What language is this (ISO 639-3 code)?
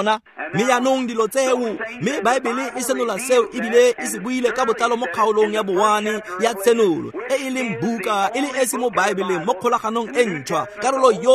tsn